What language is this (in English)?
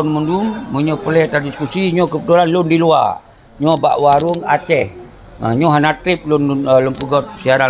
Achinese